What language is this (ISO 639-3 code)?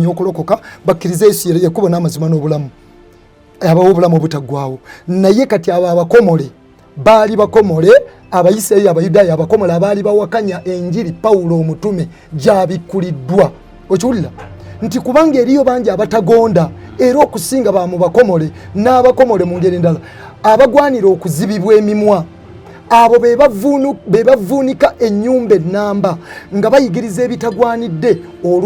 lug